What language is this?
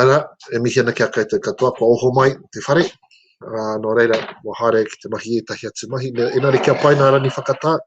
Māori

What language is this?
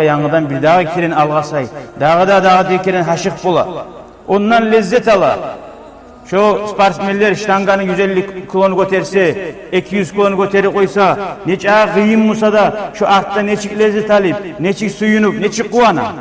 Kumyk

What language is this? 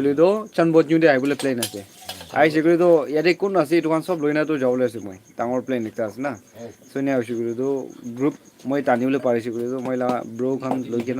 Naga Pidgin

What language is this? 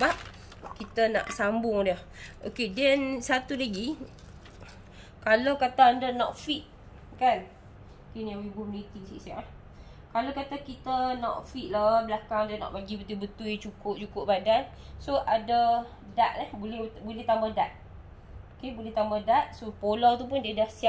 Malay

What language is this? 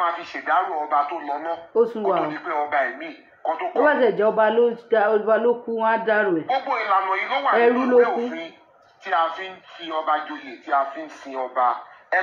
Yoruba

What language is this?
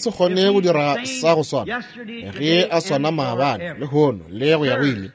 Northern Sotho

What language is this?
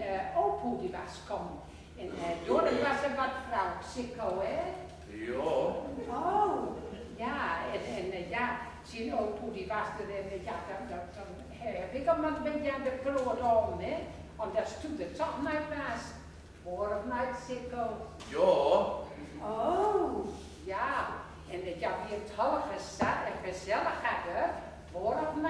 Gronings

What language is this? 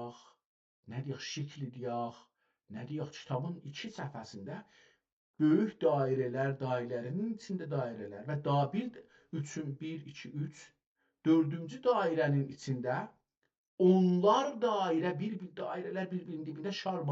South Azerbaijani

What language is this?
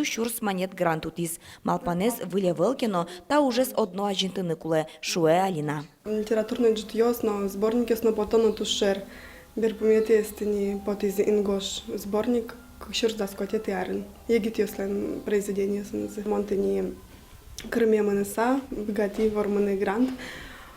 Udmurt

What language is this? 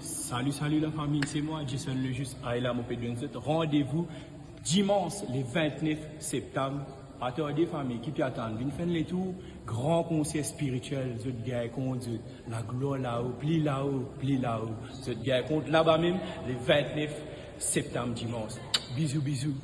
Morisyen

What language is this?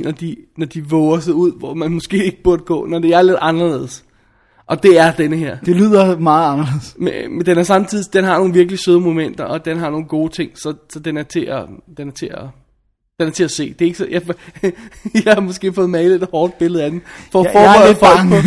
Danish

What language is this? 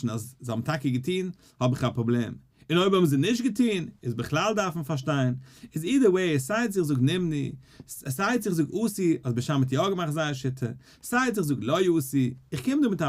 Yiddish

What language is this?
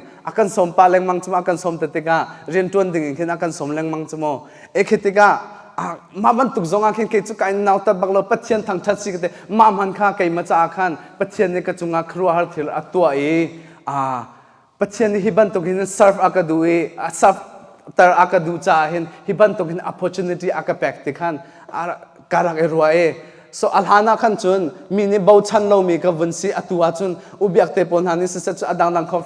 Hakha Chin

